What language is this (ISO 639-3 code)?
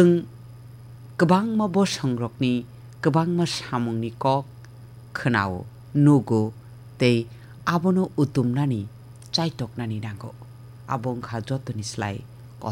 trp